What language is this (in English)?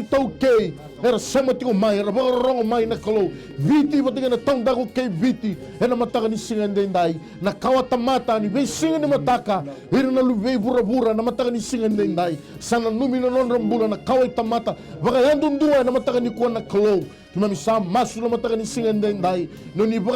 Fijian